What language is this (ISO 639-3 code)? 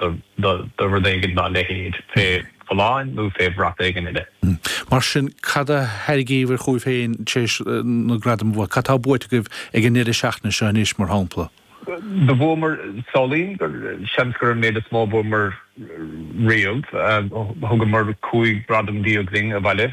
gle